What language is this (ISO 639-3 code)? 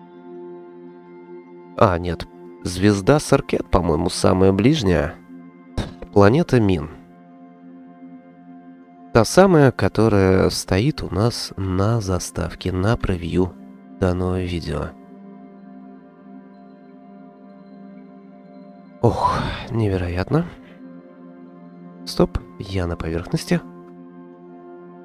rus